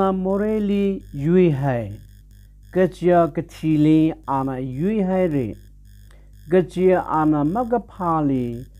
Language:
Tangkhul Naga (India)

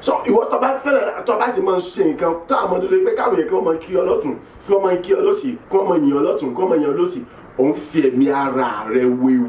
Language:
Yoruba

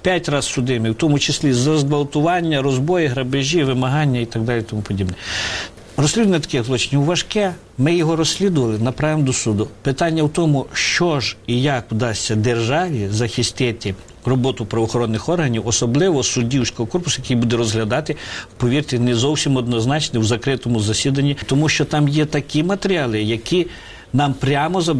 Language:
Ukrainian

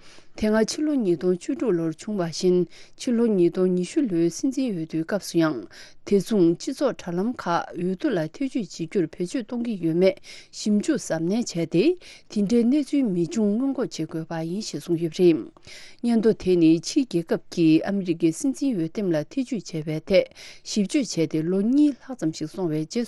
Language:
Tibetan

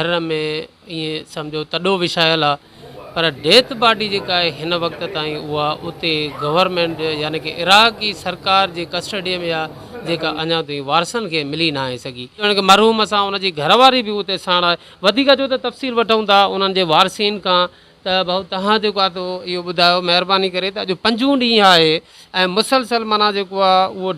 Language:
Sindhi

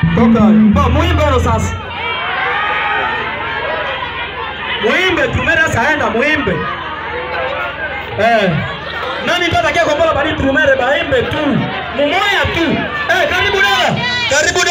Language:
Swahili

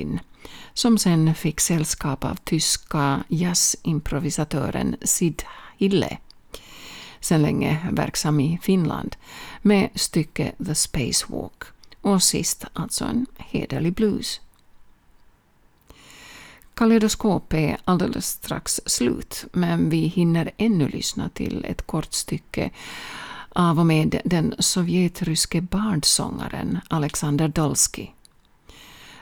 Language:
Swedish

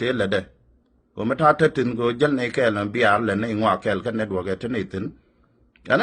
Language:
Nuer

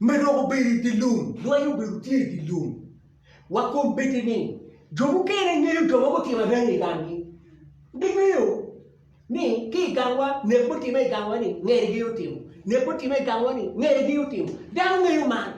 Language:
Acoli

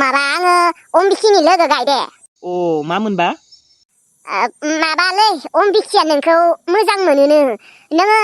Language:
Bodo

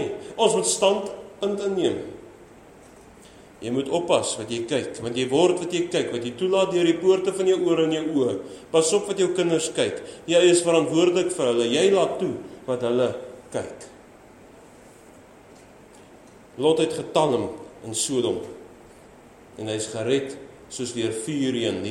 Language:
Afrikaans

